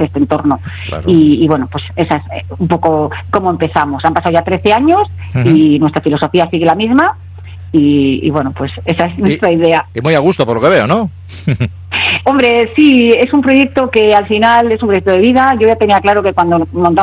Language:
Spanish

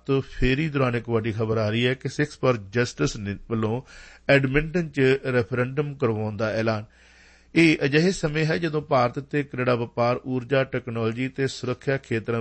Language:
Punjabi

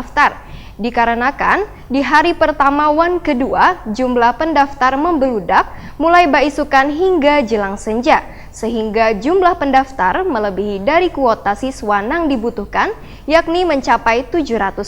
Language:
Banjar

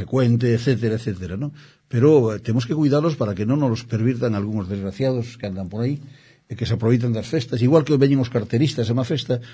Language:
Galician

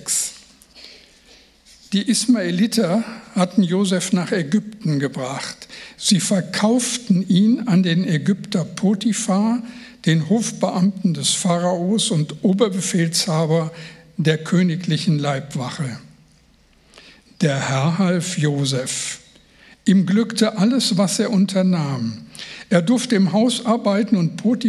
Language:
German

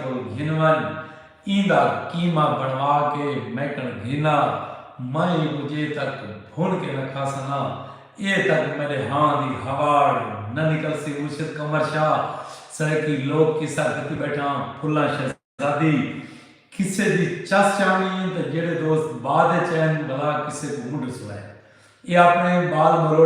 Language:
Saraiki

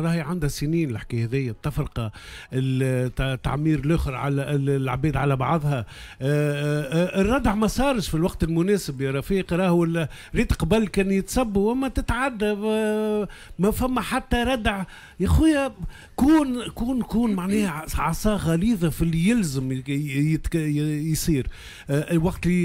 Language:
Tunisian Arabic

